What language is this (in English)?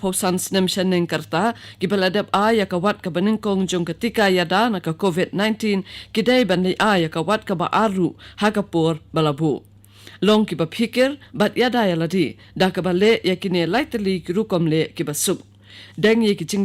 Khasi